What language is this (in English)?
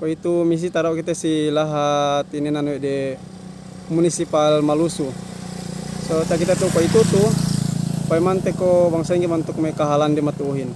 Yakan